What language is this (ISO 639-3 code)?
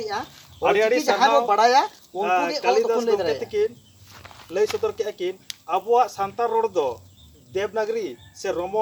sat